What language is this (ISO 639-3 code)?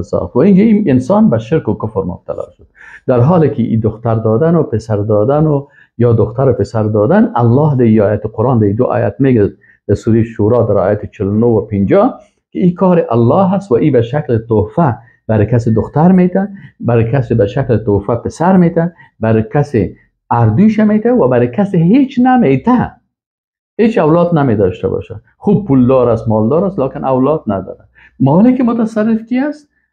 fas